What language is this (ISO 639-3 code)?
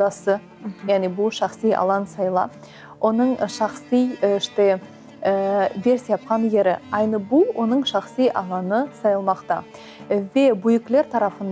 crh